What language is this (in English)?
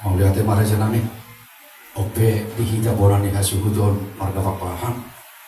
Batak Toba